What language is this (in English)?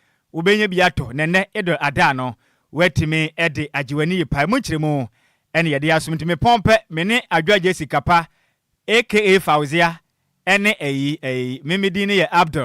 Akan